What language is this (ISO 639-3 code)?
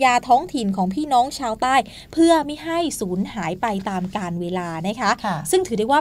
tha